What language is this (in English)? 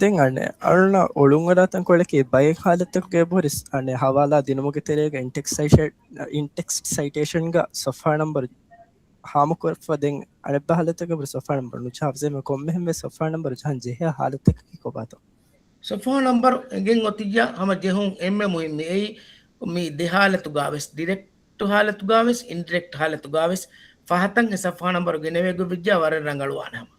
Divehi